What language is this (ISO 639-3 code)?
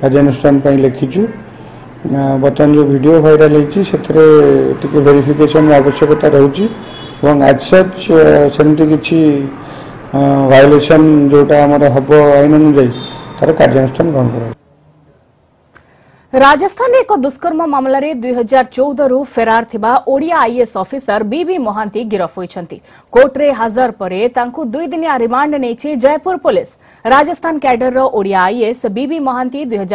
ori